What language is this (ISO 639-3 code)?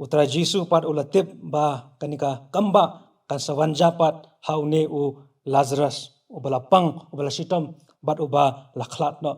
kha